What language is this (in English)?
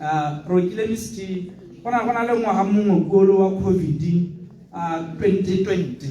Tswana